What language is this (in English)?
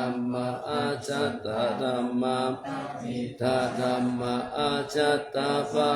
Pali